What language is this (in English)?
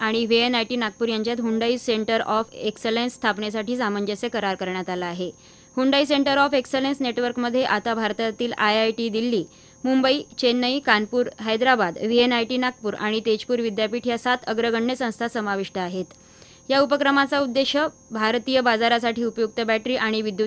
Marathi